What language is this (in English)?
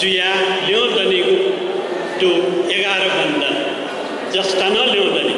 Newari